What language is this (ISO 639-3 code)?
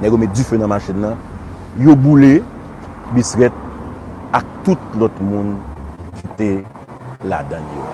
hat